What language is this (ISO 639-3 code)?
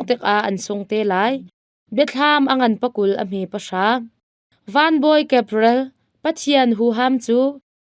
cnh